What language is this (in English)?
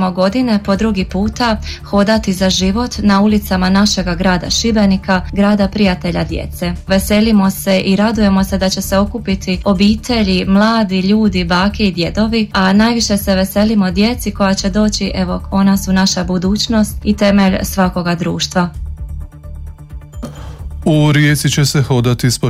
Croatian